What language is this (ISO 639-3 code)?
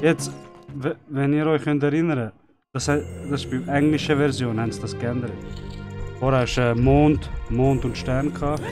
gsw